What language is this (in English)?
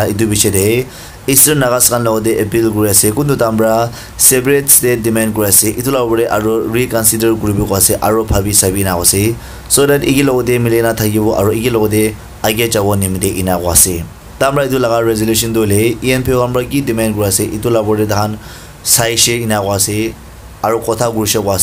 Naga Pidgin